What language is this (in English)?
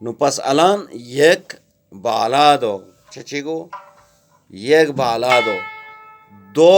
Eastern Balochi